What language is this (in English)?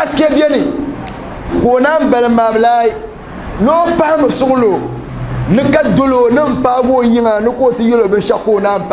Dagbani